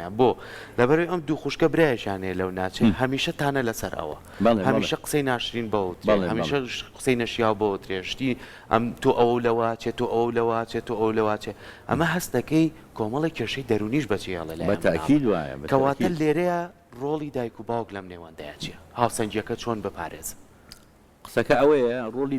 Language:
Central Kurdish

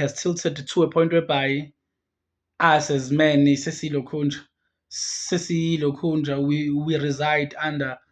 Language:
Zulu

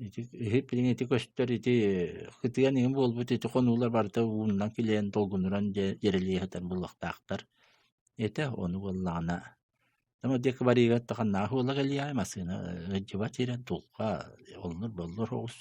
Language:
Yakut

